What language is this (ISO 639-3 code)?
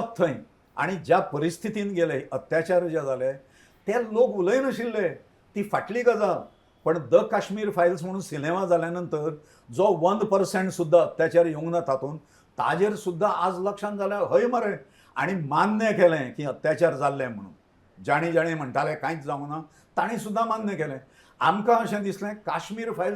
kok